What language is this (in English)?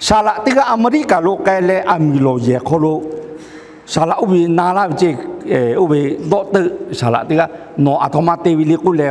Lahu